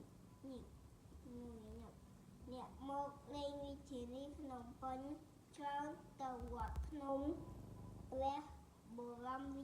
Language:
Khmer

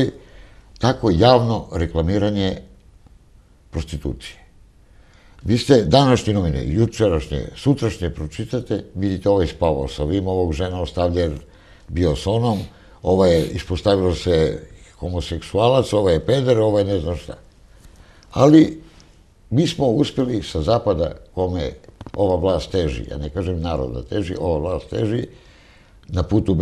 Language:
Serbian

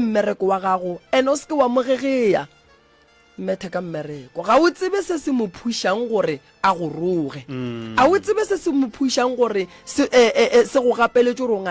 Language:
Northern Sotho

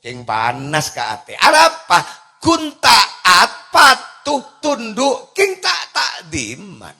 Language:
Madurese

